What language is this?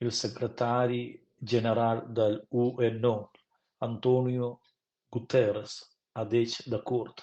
Romansh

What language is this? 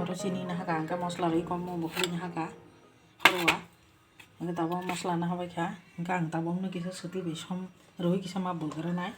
Kok Borok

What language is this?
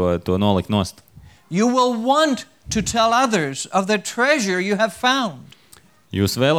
Latvian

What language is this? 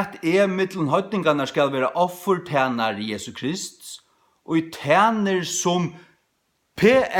Faroese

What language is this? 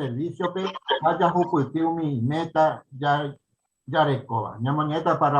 Guarani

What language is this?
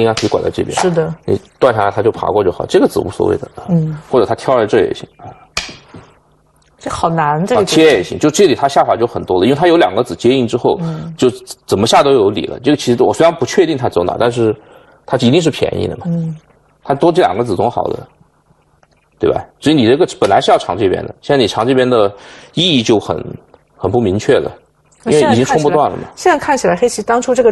Chinese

